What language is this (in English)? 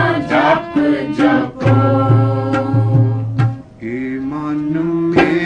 Punjabi